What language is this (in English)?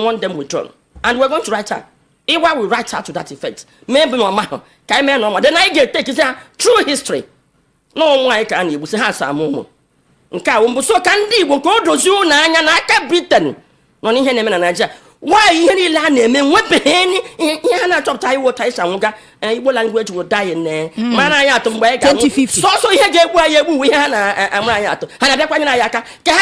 Igbo